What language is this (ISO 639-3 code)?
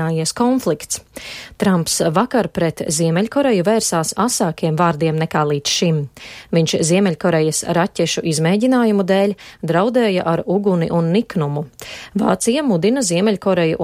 lav